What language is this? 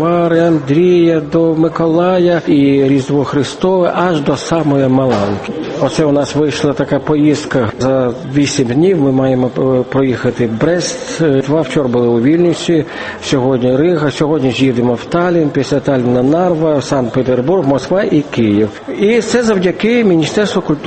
Ukrainian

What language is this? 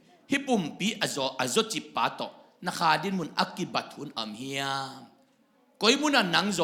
Tedim Chin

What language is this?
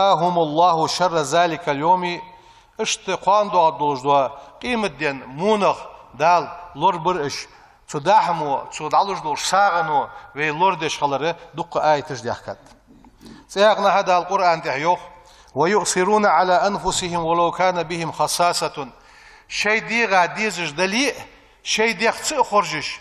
Ingush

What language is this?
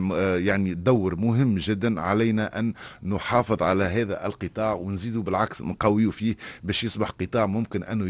Tunisian Arabic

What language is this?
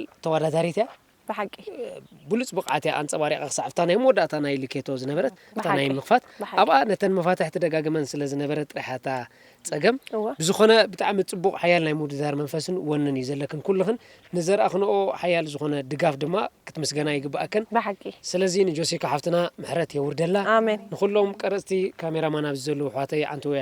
Tigrinya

